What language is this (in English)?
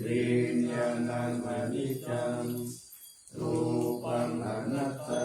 Pali